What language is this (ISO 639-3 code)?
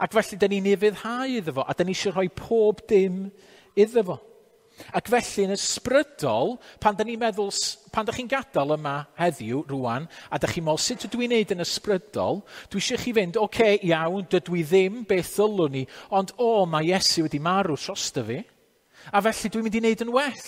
cym